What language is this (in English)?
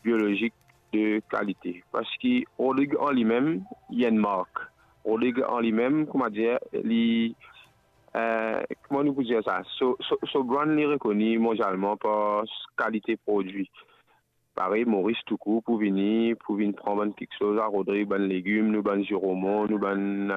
Morisyen